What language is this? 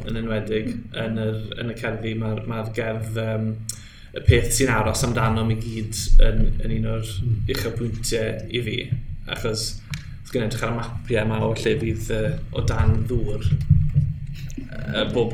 Welsh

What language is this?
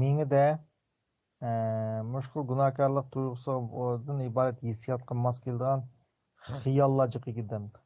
Uyghur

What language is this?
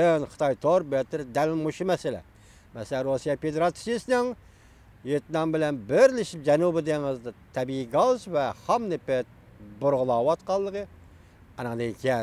Uyghur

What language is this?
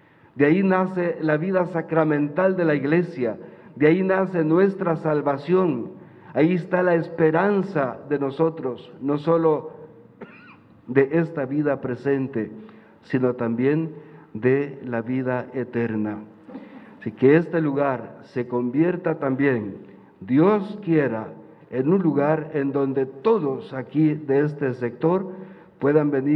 Spanish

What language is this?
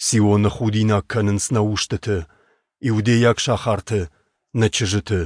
Ossetic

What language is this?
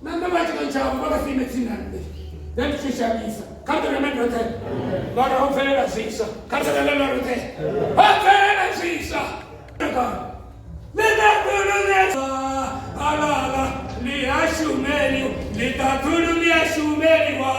Venda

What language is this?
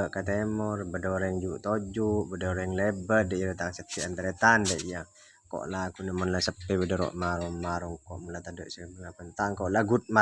Madurese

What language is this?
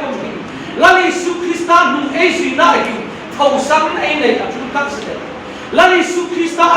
Hmar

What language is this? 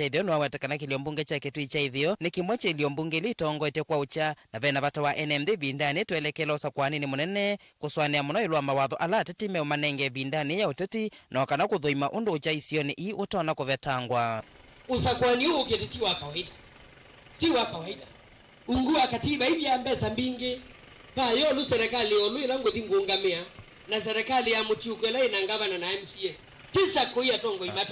Kamba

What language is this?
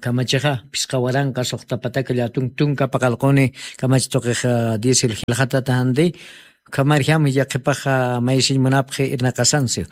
Aymara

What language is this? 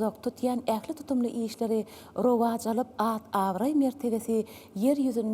Turkmen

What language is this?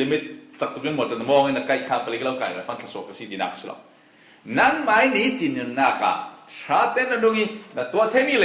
Falam Chin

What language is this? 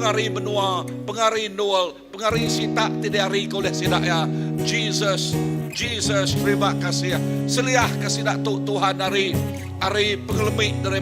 Iban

